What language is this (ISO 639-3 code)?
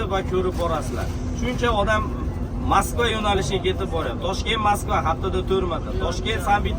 uzb